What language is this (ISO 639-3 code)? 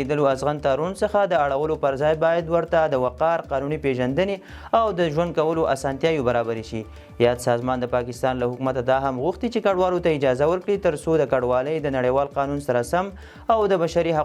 pus